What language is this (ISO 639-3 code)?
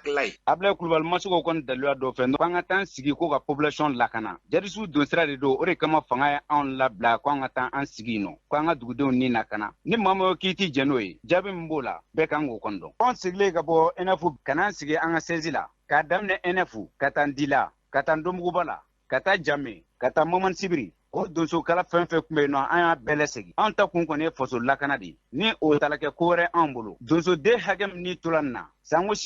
bam